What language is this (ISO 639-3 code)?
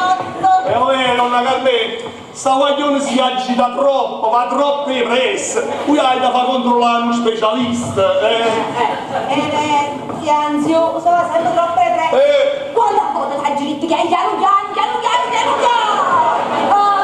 nap